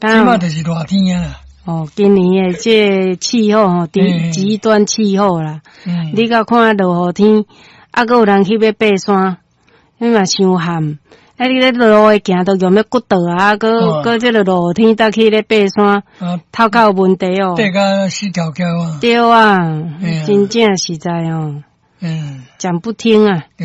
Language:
Min Nan Chinese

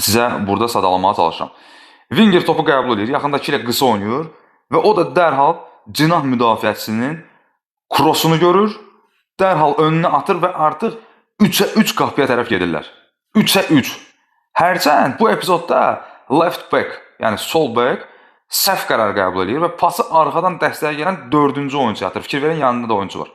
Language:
Azerbaijani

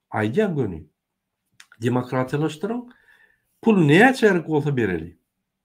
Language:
Turkmen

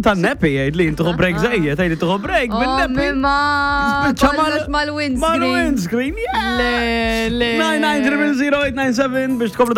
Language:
Maltese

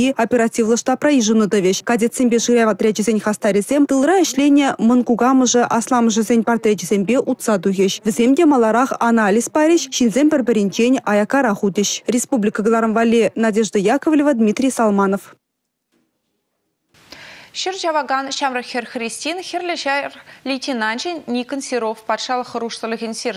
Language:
Chuvash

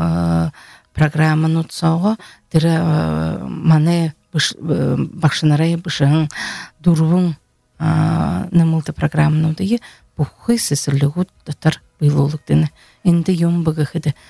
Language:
Buriat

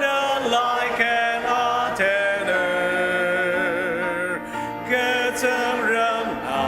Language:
Ao Naga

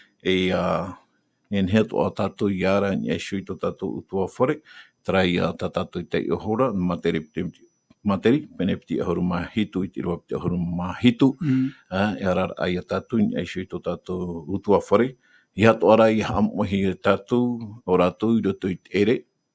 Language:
Tahitian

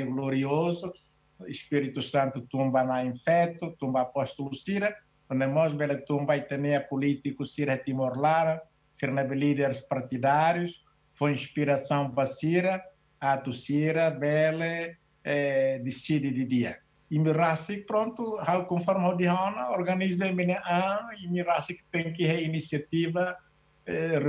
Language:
Tetum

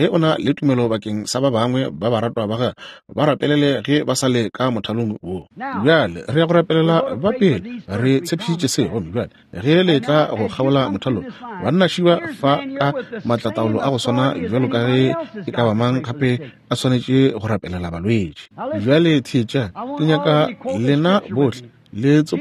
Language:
Northern Sotho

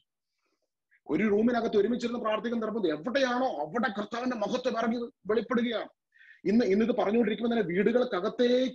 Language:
Malayalam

